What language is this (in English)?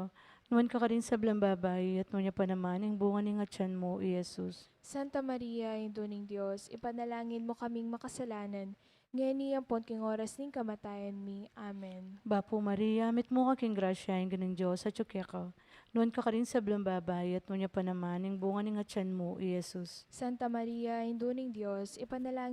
Pampanga